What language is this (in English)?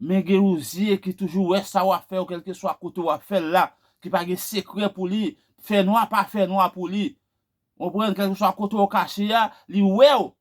Haitian Creole